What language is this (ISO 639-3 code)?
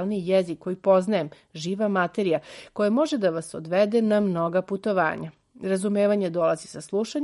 srp